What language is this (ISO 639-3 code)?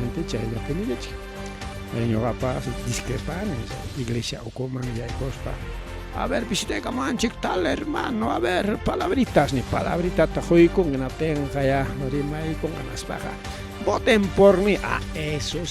quy